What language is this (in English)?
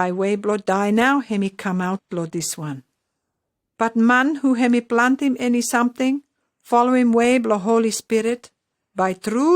Pijin